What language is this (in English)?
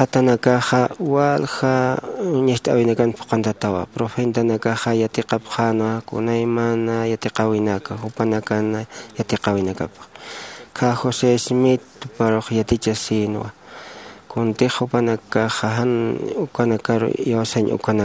Aymara